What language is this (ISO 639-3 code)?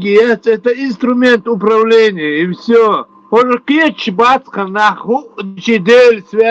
che